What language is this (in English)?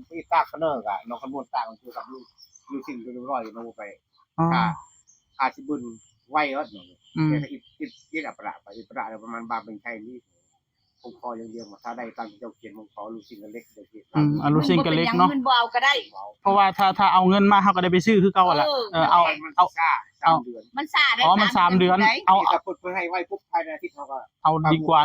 Northeastern Thai